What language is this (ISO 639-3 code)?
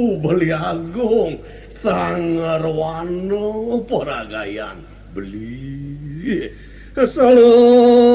ban